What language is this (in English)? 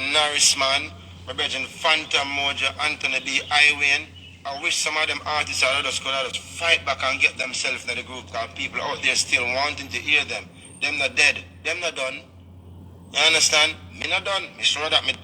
Jamaican Creole English